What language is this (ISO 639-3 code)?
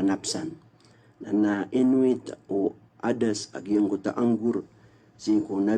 mrw